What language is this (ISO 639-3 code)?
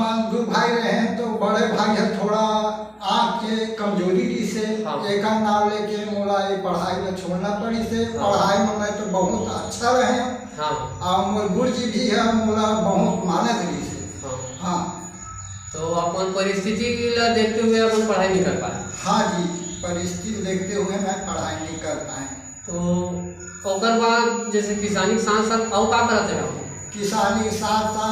hne